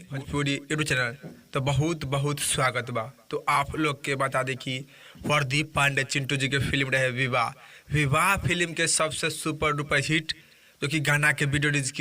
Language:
Bhojpuri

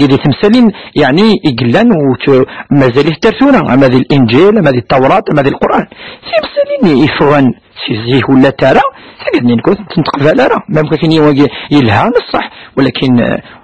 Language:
Kabyle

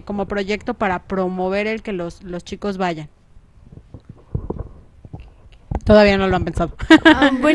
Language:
Spanish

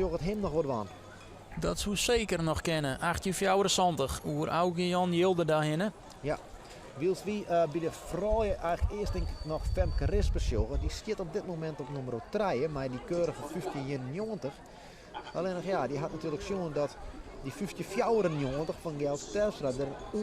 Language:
Western Frisian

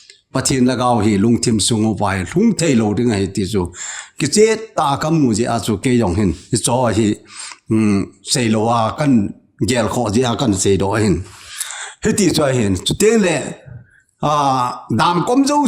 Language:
Thado Chin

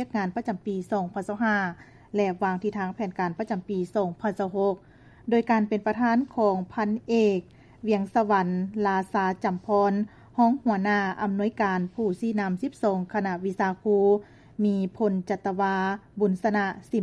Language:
Lao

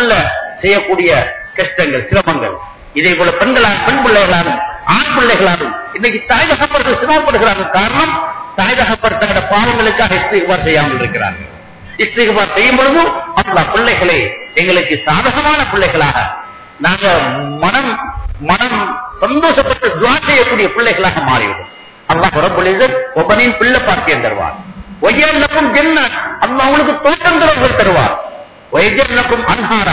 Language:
Tamil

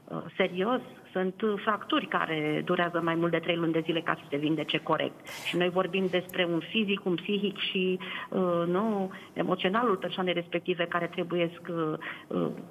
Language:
Romanian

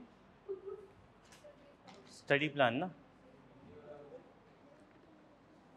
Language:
Hindi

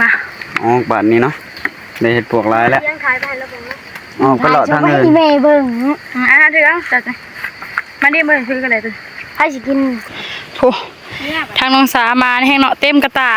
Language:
Northeastern Thai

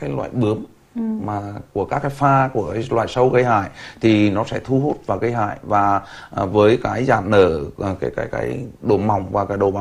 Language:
Vietnamese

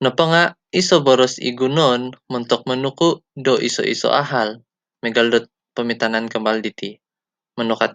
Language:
Central Dusun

